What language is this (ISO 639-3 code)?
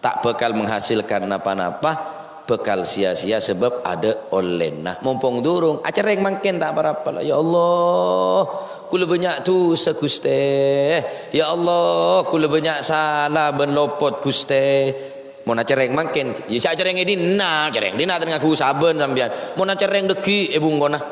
mad